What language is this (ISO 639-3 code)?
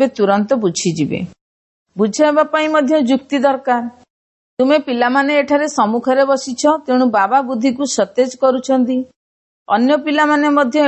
ori